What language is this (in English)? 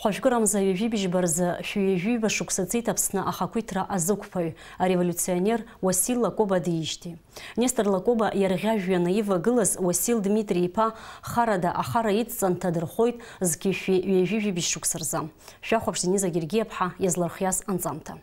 Abkhazian